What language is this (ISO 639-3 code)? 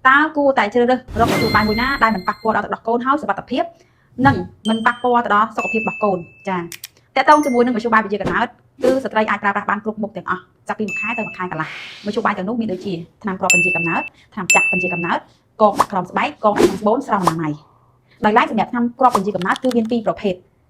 khm